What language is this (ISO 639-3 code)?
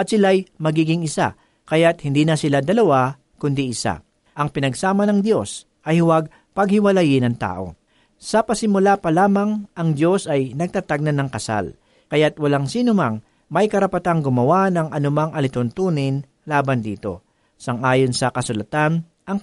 fil